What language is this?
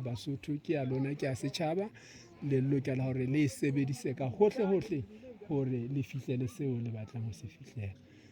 Southern Sotho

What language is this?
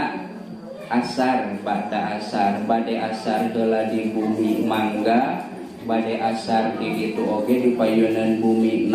Sundanese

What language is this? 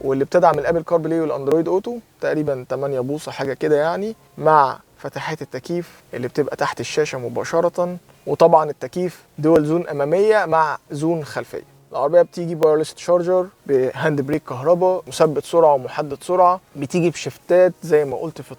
Egyptian Arabic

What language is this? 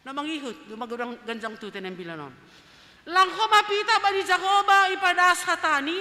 Batak Simalungun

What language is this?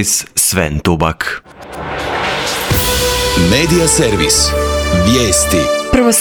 Croatian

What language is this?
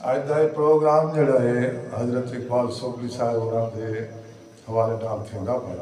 Saraiki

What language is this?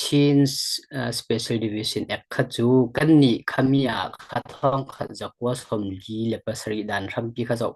Falam Chin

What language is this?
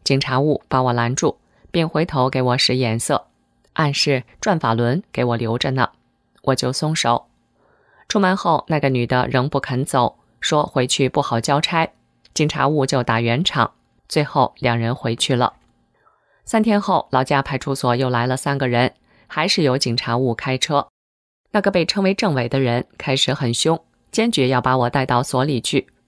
Chinese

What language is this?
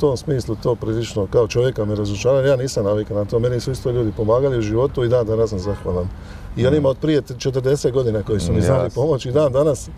Croatian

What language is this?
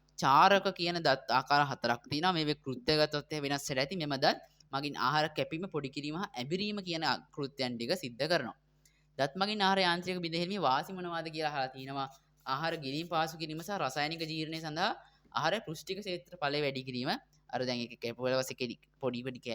Sinhala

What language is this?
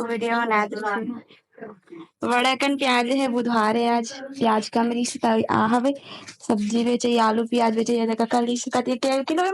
Chhattisgarhi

